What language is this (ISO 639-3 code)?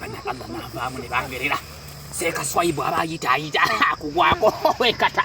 lug